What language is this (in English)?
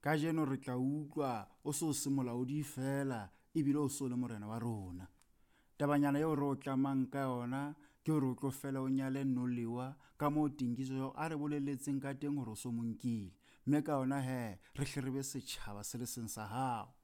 Southern Sotho